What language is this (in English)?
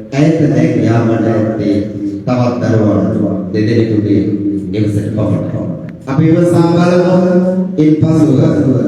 Sinhala